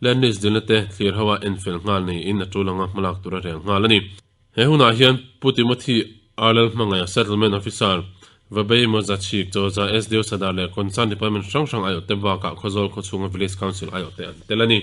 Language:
Mizo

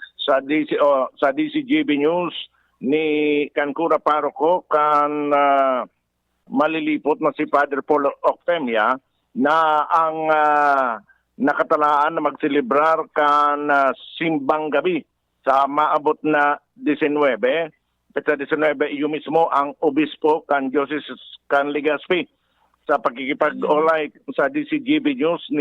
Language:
Bikol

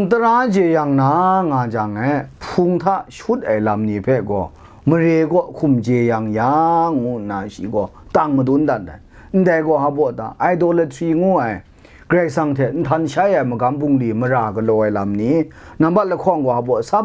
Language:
Kachin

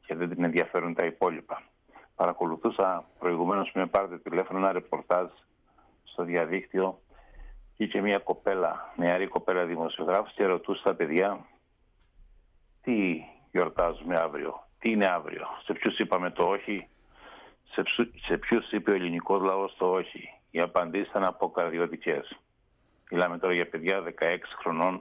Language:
Greek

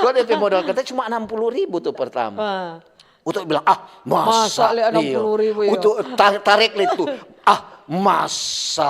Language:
Manado Malay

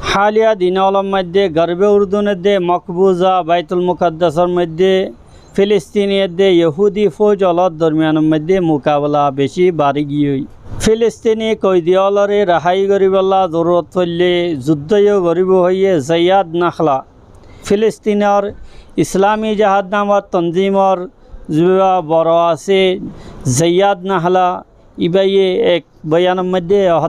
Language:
Rohingya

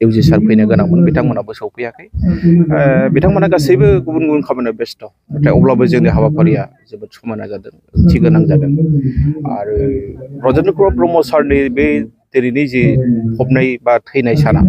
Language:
Bodo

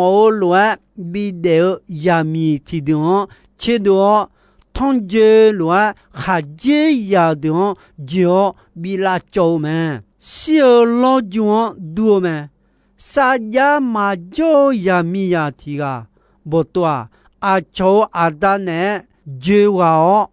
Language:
Akha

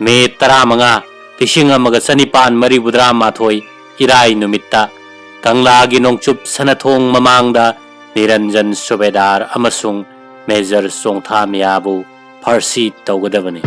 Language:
Manipuri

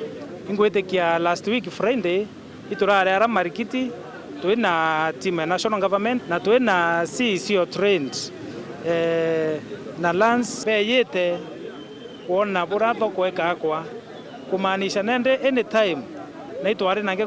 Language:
Meru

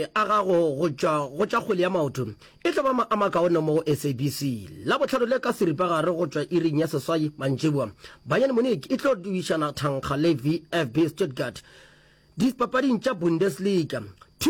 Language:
Northern Sotho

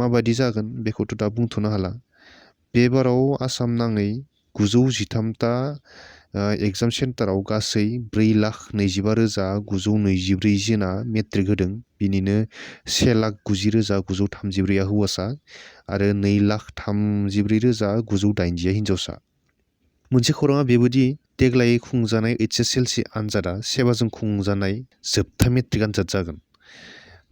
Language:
Bodo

